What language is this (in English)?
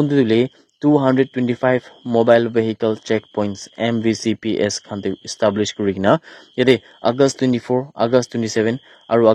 Naga Pidgin